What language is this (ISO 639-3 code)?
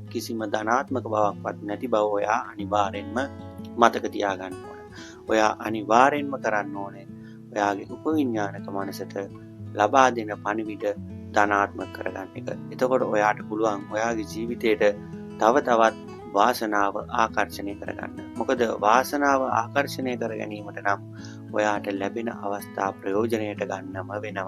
sin